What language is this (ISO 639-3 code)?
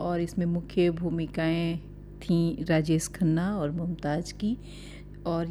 hin